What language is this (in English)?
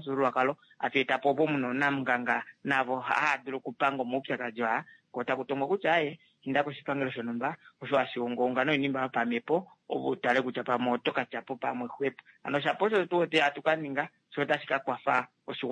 Kuanyama